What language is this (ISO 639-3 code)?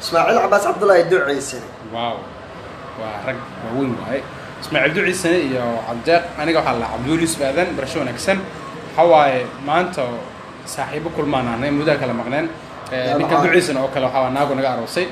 som